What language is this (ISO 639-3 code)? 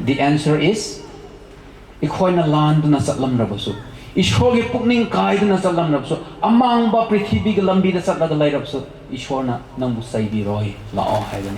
mni